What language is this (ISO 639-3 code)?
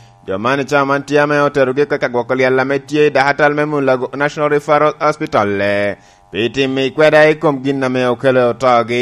laj